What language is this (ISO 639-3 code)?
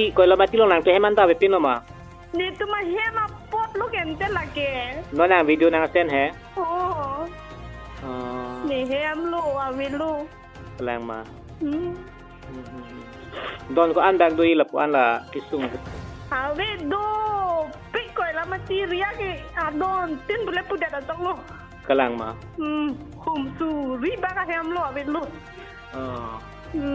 mjw